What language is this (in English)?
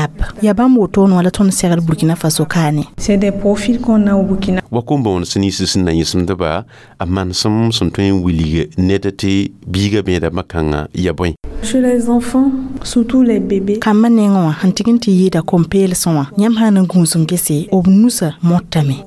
Mossi